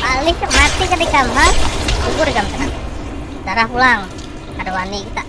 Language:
Banjar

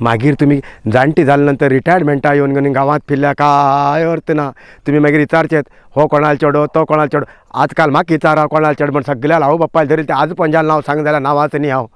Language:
Konkani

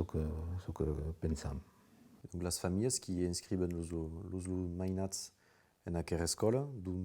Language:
Occitan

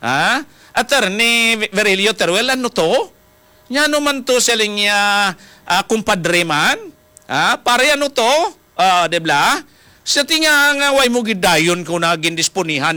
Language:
Hiligaynon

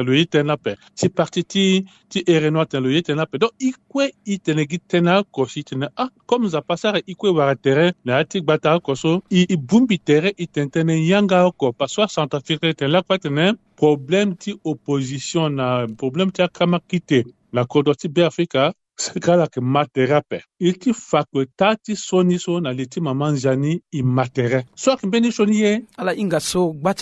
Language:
Sango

